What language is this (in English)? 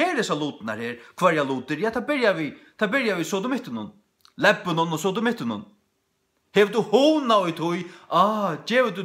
Faroese